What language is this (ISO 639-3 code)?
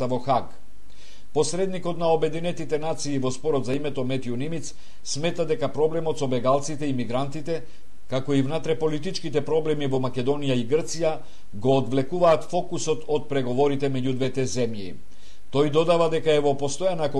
mkd